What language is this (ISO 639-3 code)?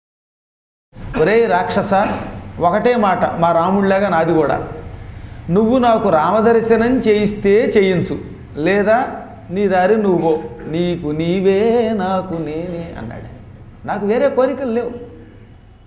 tel